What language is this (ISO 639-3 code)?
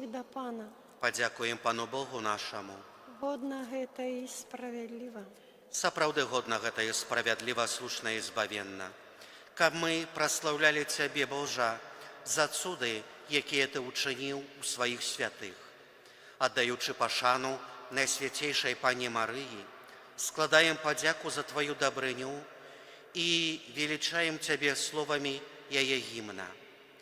bel